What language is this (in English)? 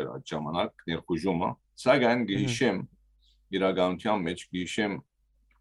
Western Armenian